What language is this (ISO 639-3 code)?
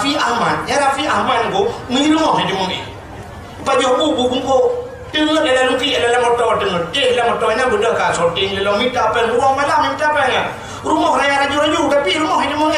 ace